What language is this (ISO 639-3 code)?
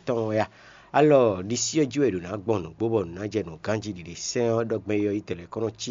fon